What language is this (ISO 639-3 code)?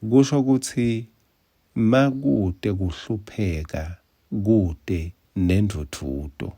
ssw